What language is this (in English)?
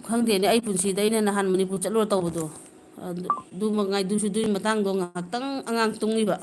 Manipuri